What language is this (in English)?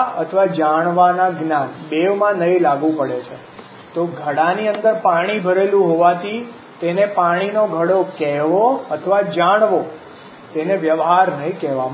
Gujarati